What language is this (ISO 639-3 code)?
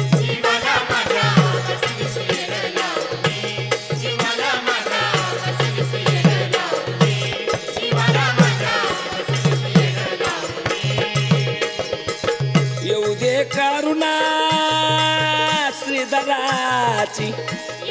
mar